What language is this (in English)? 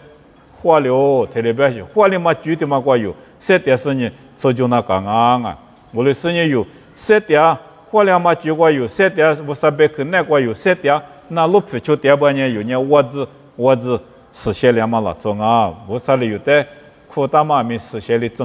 Lisu